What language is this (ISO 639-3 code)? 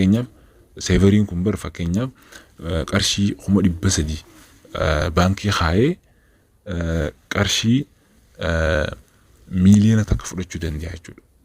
orm